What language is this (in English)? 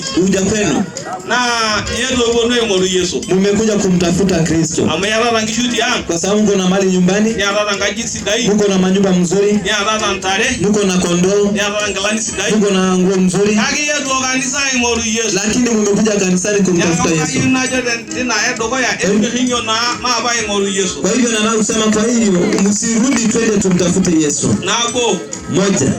Masai